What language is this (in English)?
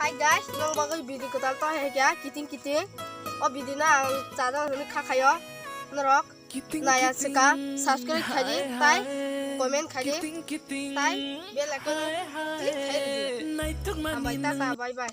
Kok Borok